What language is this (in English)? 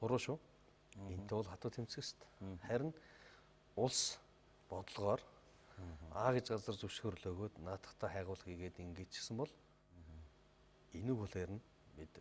Mongolian